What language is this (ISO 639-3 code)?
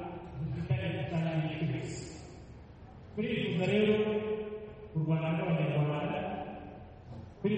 kin